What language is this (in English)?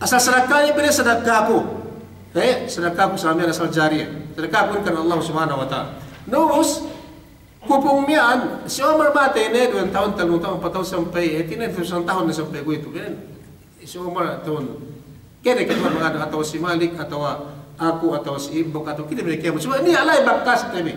Yakan